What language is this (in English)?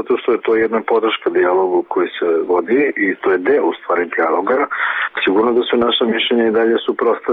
Serbian